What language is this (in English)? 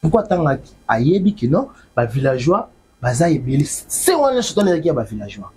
Lingala